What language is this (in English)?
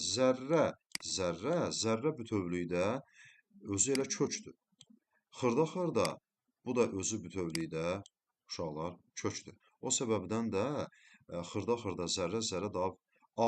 Azerbaijani